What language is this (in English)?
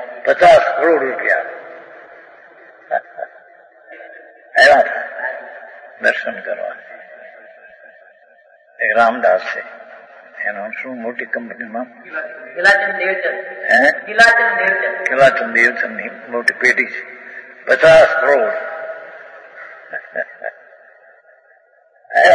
Gujarati